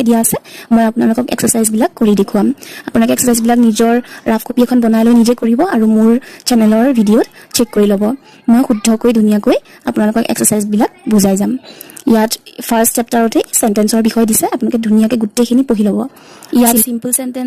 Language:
Assamese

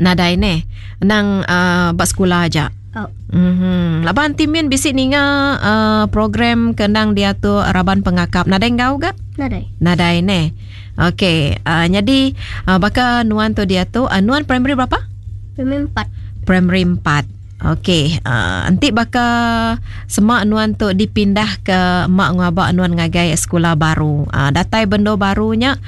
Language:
Iban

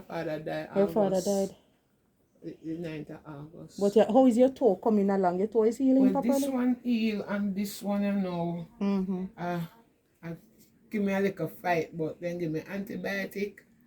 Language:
Jamaican Creole English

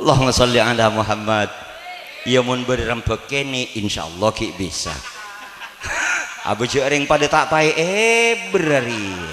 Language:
Madurese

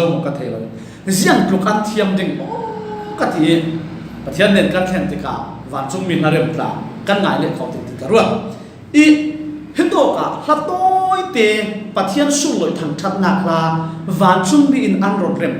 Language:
Falam Chin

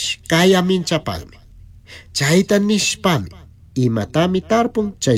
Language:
Chimborazo Highland Quichua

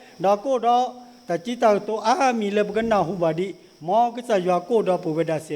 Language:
S'gaw Karen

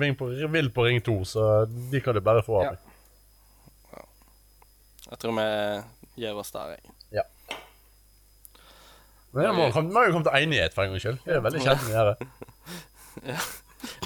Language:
Norwegian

